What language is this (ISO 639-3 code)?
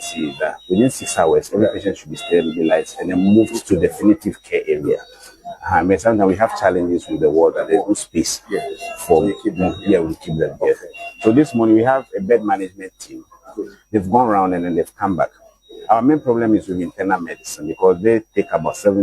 ewe